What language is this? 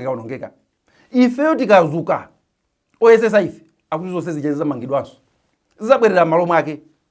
Nyanja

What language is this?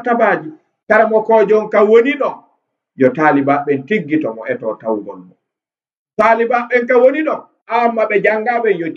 Fula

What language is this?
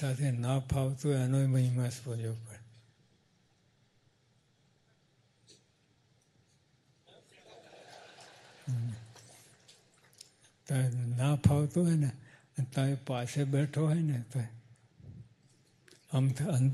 Gujarati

